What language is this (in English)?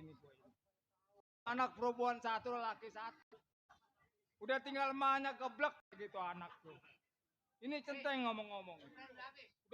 Betawi